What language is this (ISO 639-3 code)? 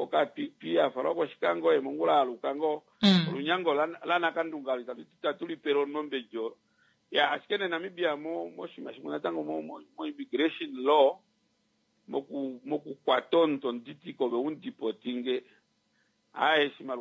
kua